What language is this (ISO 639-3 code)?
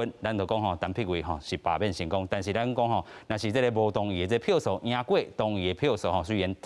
nan